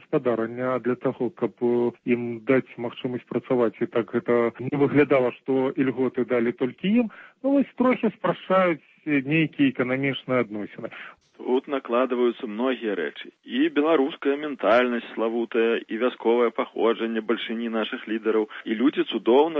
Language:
Belarusian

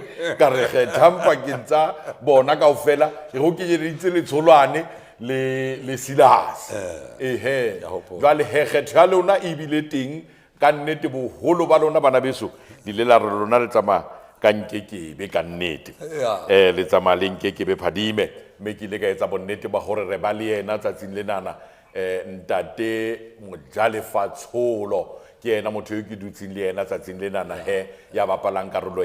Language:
Southern Sotho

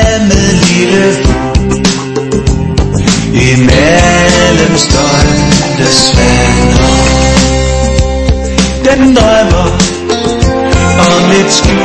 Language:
Danish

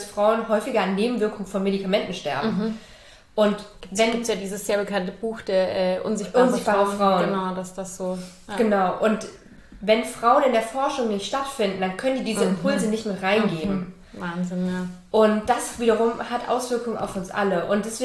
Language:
German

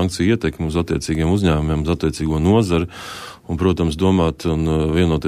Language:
Latvian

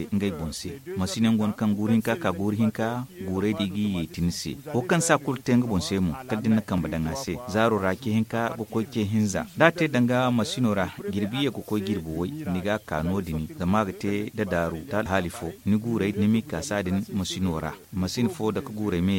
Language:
Zarma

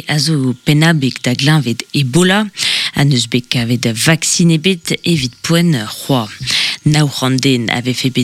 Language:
Breton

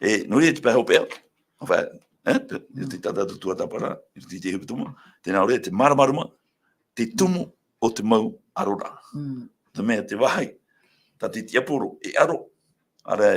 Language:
Tahitian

